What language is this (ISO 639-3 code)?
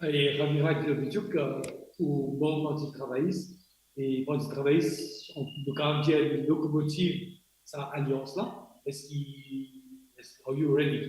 mfe